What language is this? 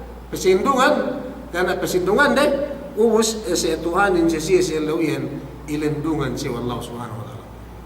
Yakan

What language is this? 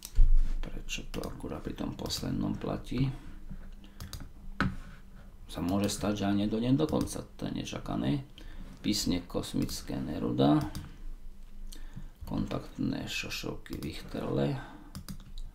Slovak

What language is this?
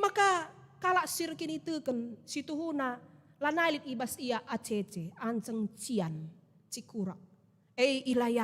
Batak Karo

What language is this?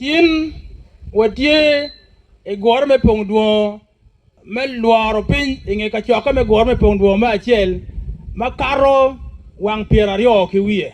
Acoli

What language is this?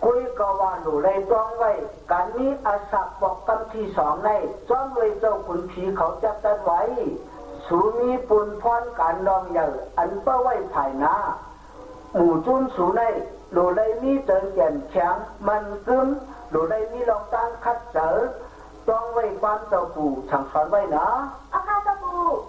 Shan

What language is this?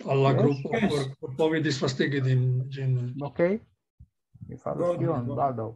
Esperanto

